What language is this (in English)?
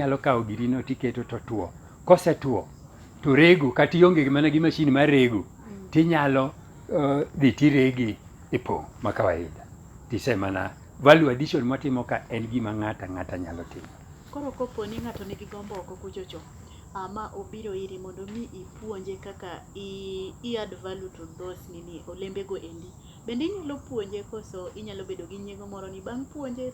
Luo (Kenya and Tanzania)